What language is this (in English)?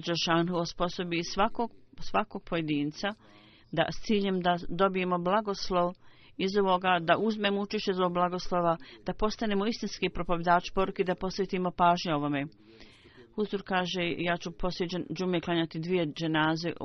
Bosnian